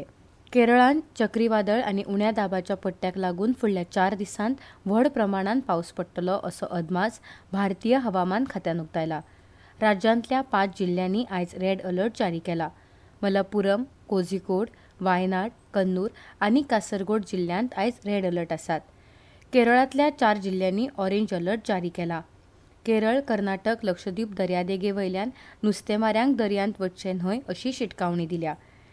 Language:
Konkani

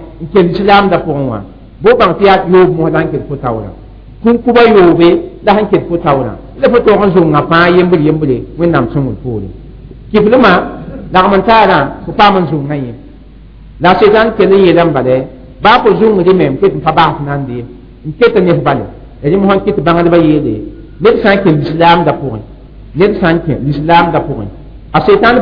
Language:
Mossi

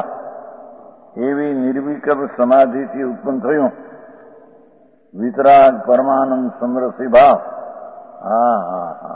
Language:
Gujarati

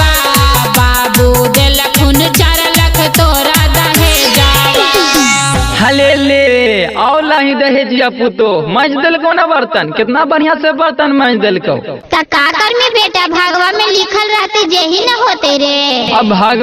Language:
Magahi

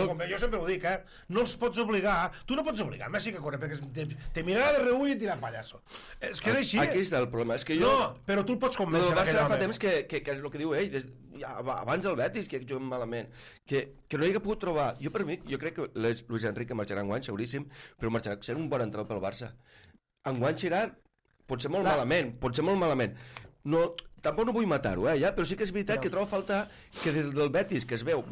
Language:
Catalan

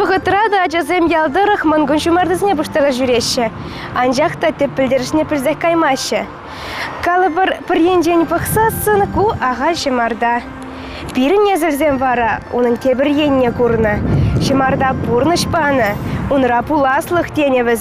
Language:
Chuvash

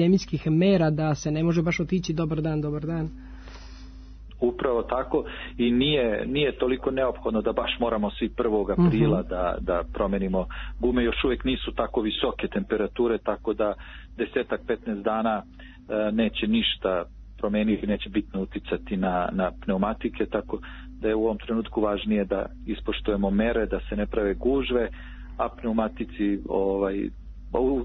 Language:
Serbian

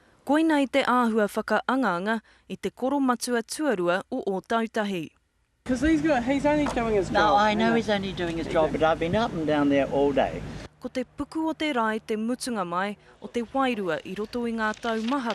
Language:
Māori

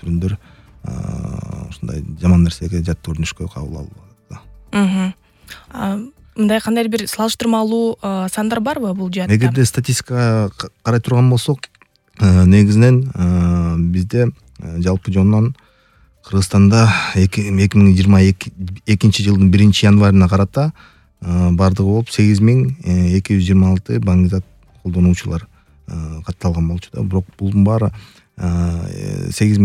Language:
Kyrgyz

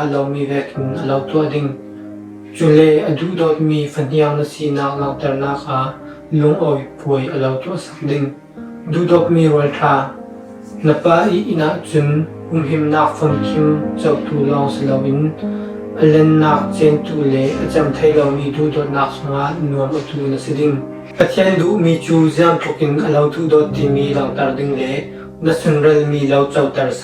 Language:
Falam Chin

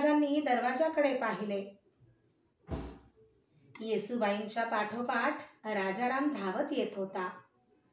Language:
Marathi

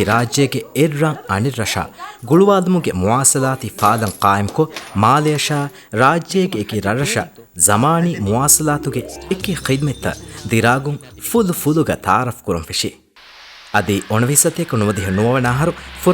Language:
Divehi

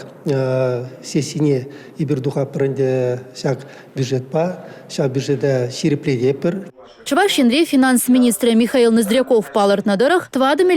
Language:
Chuvash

